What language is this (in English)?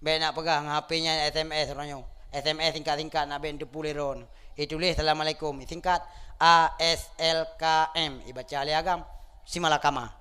Achinese